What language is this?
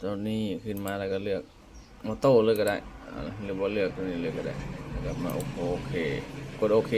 Lao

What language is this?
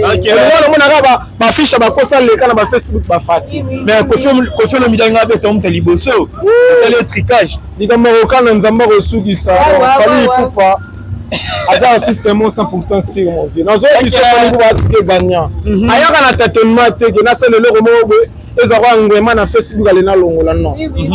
Lingala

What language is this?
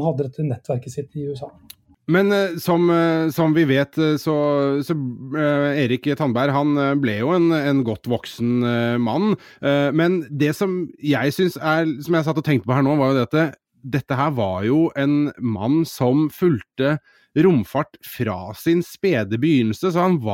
Norwegian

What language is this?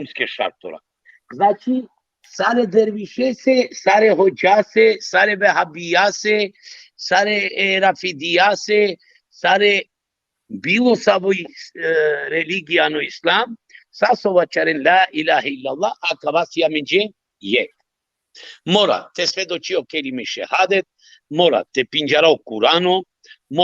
Balkan Romani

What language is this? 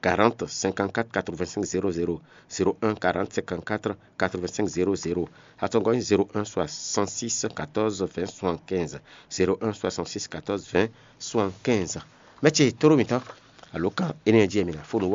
Fon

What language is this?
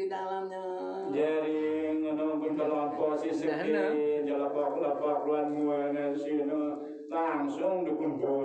Sasak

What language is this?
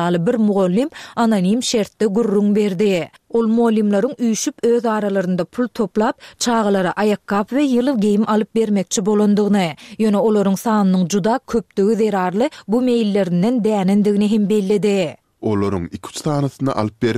Turkmen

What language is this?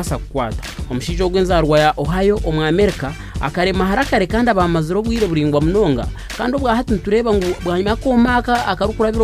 Nyankole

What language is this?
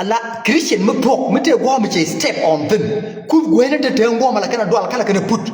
Nuer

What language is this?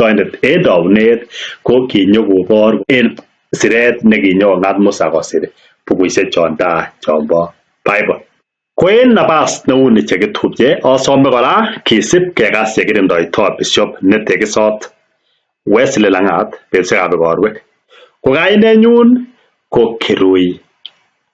Kalenjin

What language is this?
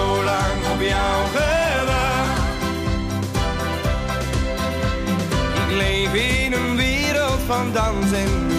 Dutch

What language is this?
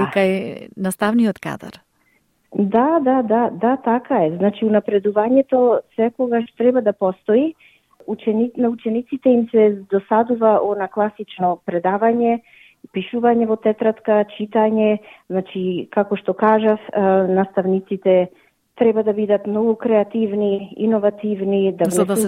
Macedonian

